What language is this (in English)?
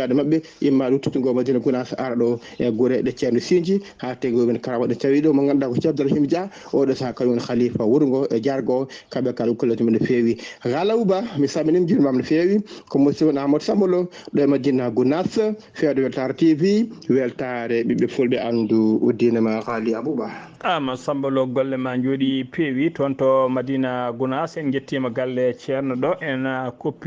Fula